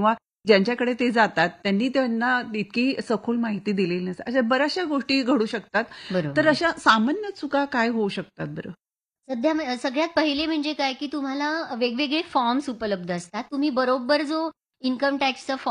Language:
Marathi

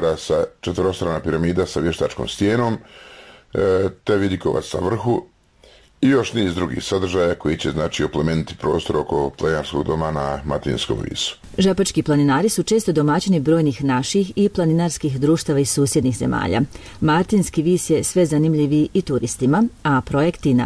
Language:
Bosnian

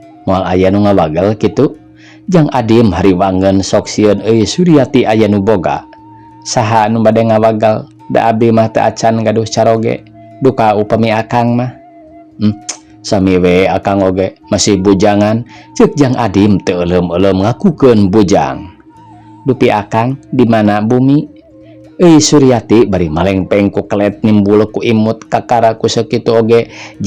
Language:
Sundanese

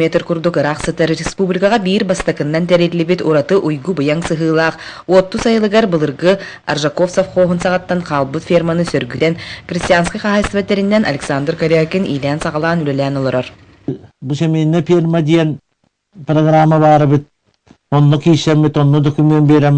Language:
Yakut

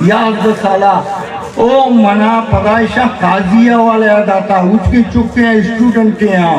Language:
Eastern Balochi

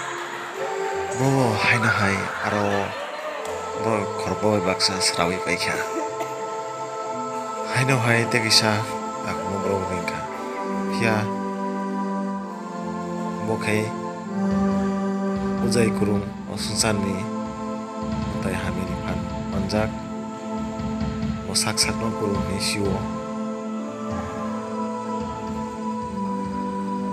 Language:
Kok Borok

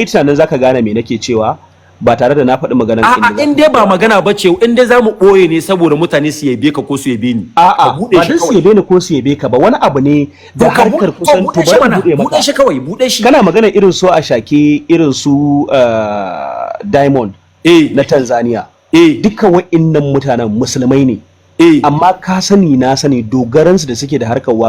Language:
Hausa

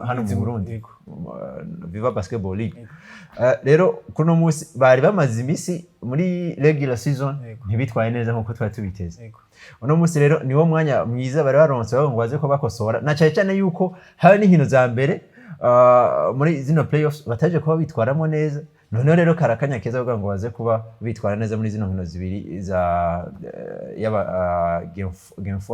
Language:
Rundi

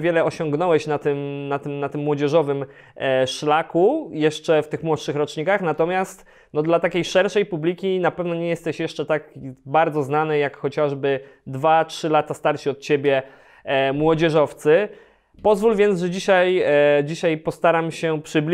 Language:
Polish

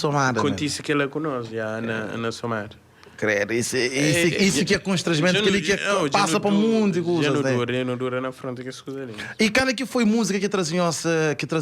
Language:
Kabuverdianu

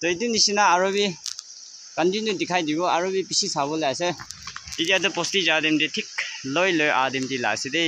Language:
Naga Pidgin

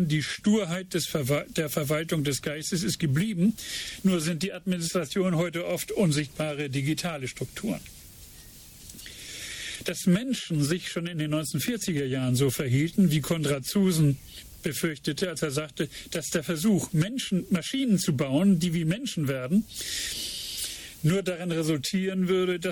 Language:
German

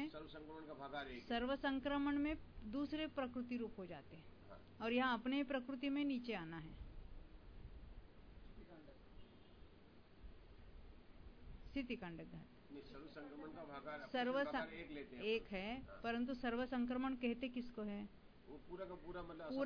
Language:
Hindi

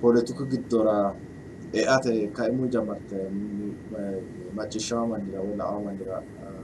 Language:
Sidamo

